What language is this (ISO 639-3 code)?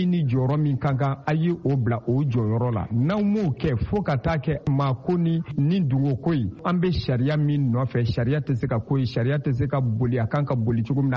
bam